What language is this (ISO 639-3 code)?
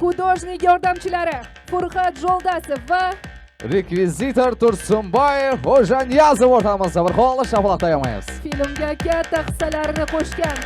kaa